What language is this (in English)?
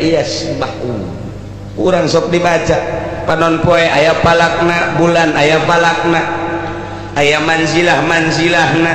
Sundanese